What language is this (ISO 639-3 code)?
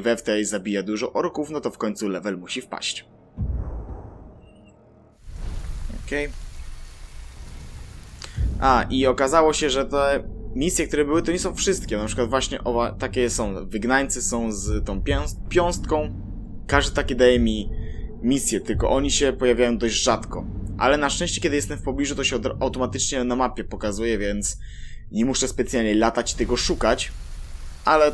pol